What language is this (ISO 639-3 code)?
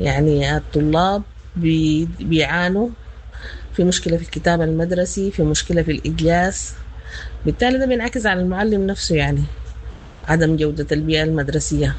apd